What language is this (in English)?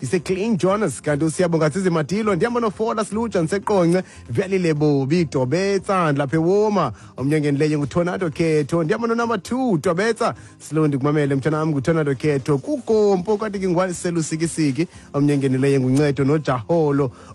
Xhosa